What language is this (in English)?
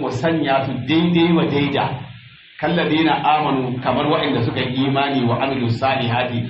Hausa